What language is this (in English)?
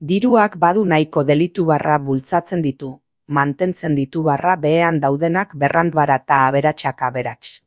Basque